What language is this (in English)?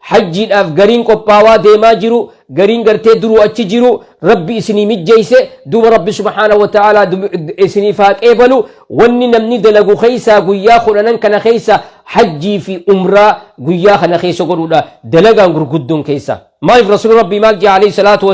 Oromo